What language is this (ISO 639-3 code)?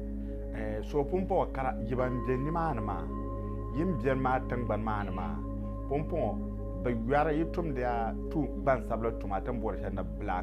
dag